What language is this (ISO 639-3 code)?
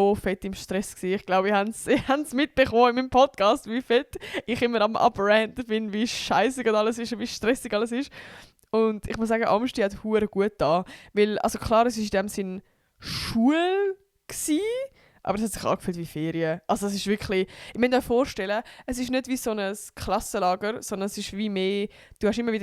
gsw